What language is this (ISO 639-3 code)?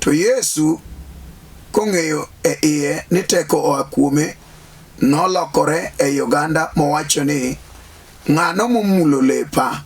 luo